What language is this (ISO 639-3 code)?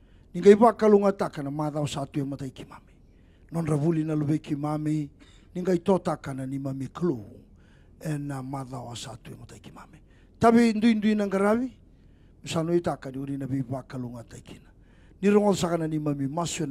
fij